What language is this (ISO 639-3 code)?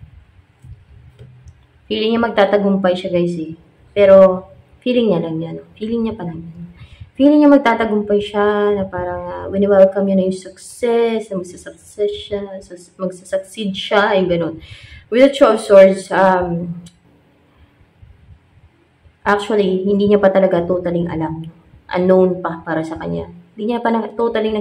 fil